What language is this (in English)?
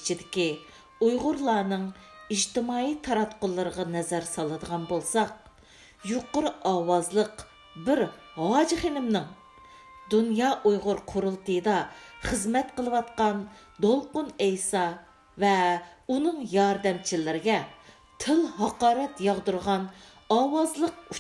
Uyghur